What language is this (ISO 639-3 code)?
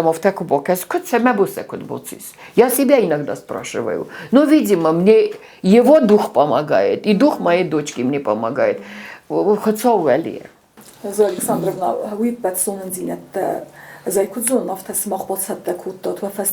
oss